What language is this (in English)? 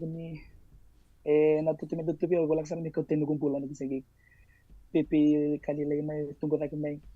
Fijian